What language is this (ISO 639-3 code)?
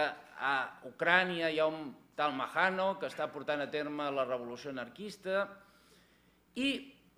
cat